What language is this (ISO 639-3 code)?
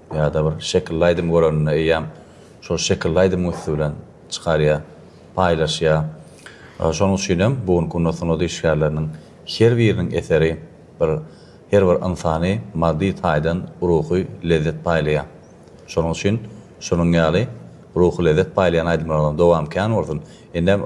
tuk